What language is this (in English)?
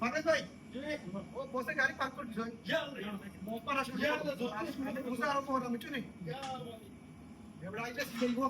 Sylheti